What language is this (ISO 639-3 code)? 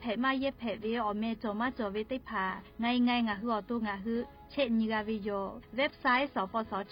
lhu